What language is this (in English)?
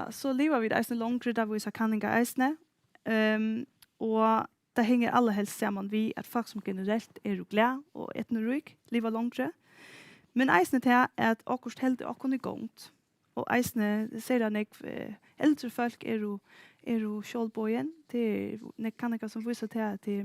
Faroese